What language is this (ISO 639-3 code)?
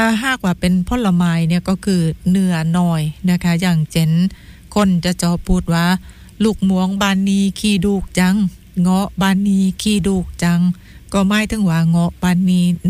tha